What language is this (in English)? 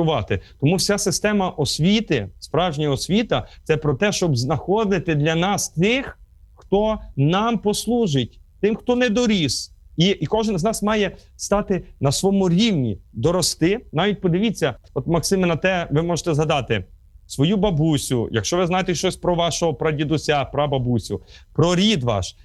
Ukrainian